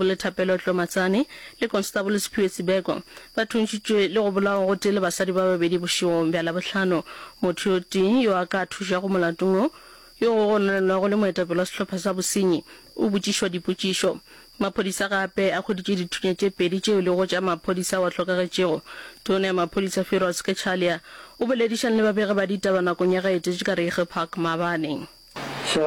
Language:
Northern Sotho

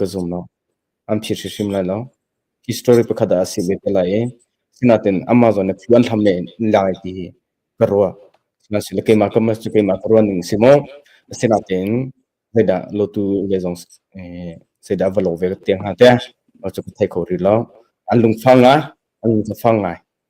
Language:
Hakha Chin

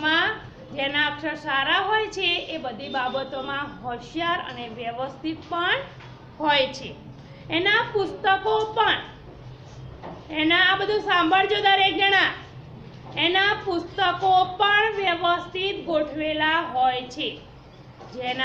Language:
Gujarati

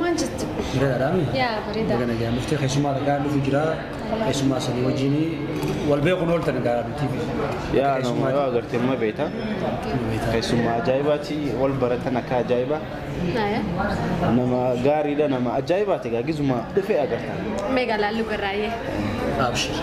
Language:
Oromo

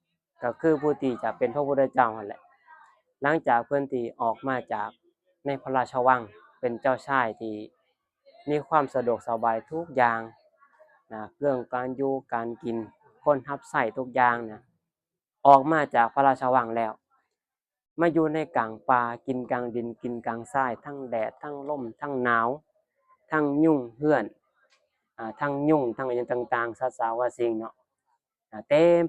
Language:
Lao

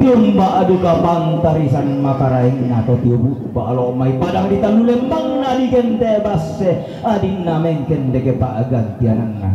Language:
Toraja-Sa'dan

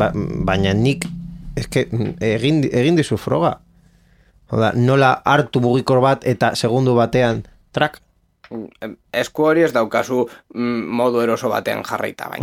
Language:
Basque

